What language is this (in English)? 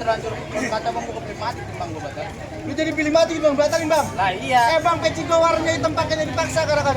Betawi